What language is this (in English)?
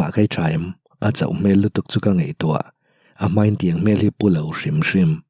Mizo